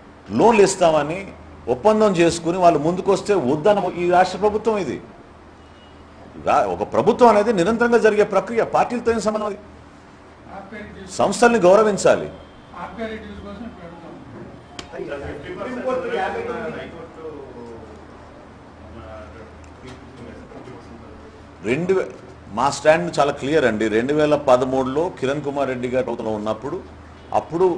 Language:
Telugu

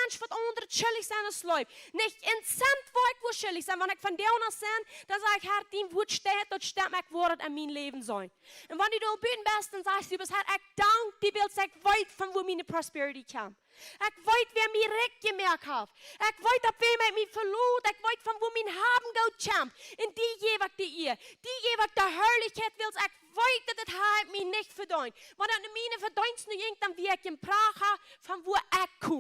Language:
Plautdietsch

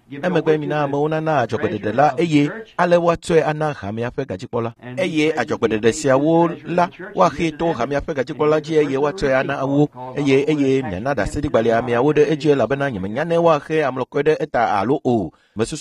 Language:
Ewe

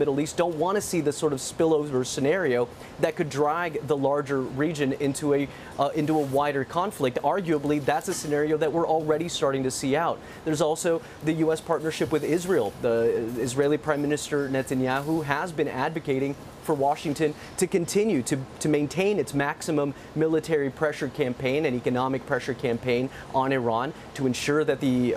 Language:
English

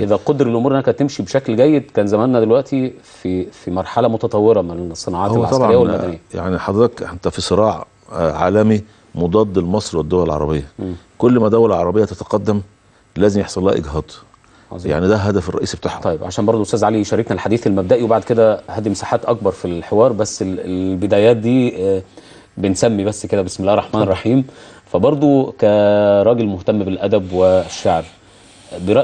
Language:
Egyptian Arabic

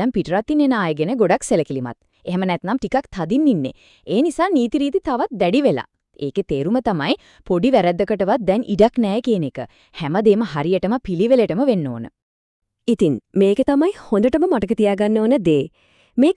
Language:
Sinhala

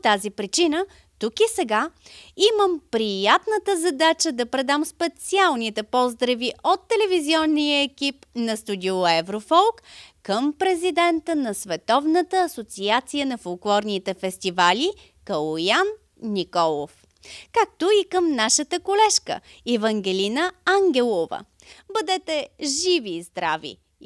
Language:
Bulgarian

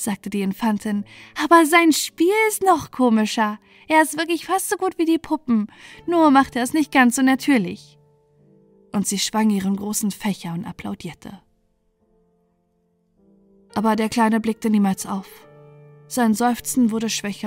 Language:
German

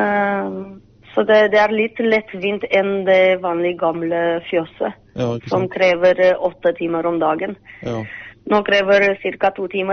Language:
Norwegian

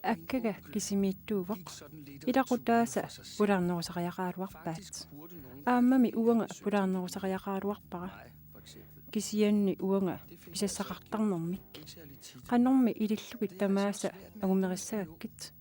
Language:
Kalaallisut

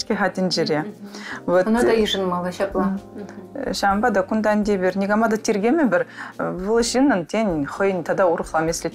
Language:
Chuvash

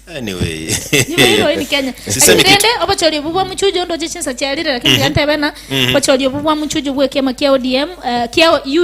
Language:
Gusii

